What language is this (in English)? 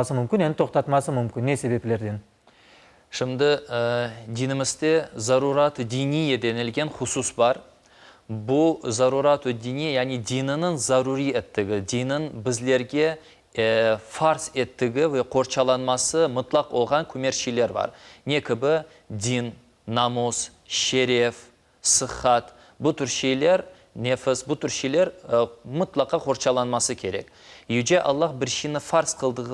Crimean Tatar